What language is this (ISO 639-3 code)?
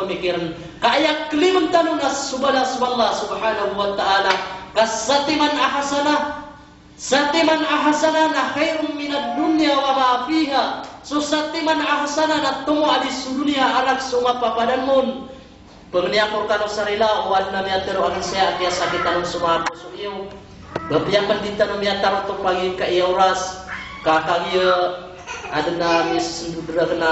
mrw